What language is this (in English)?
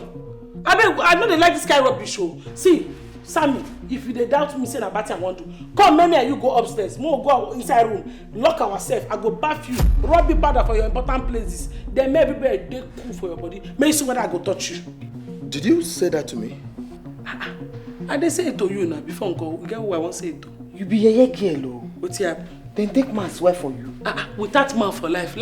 Nigerian Pidgin